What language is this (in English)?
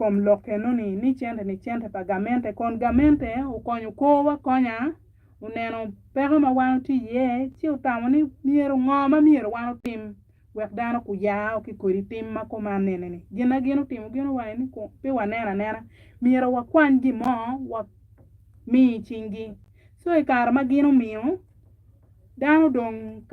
Acoli